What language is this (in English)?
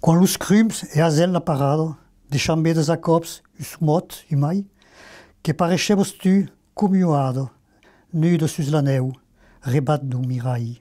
Occitan